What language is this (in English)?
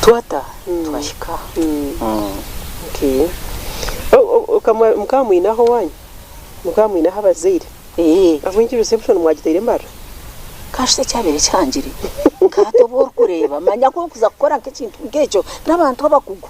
Nyankole